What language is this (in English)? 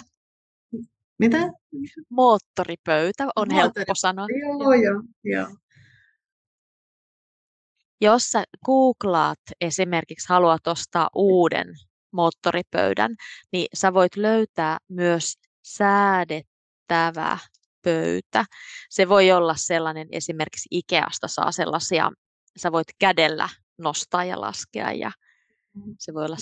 Finnish